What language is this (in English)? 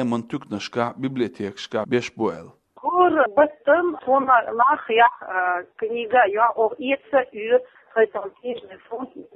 Chechen